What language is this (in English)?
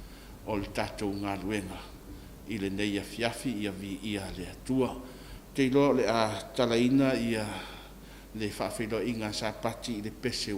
Samoan